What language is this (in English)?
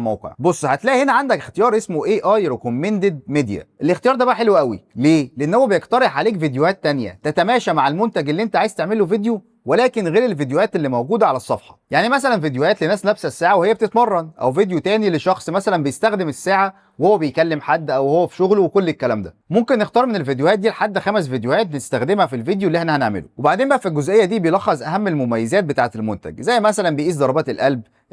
Egyptian Arabic